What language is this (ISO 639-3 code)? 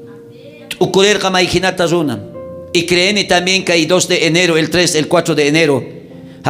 quh